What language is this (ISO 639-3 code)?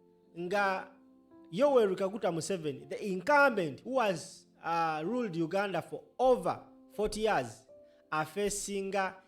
lug